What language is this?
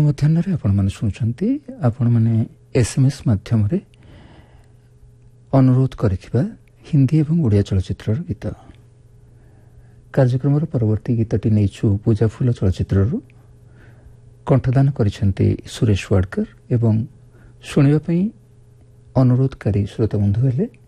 Odia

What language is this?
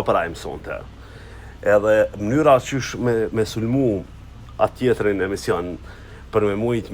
Albanian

